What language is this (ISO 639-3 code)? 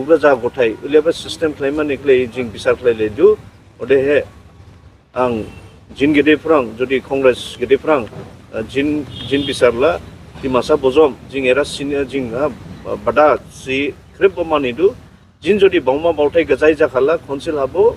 dis